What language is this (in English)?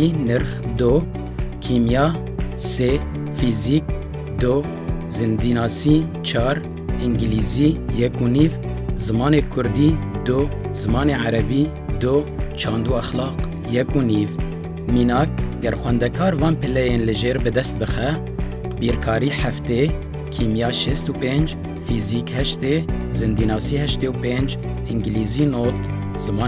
Kurdish